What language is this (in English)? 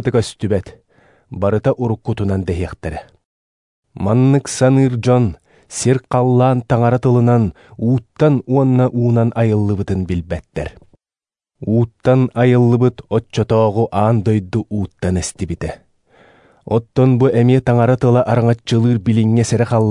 Yakut